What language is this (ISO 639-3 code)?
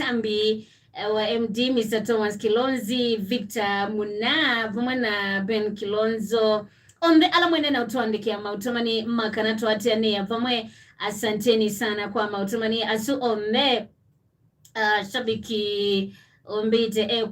kam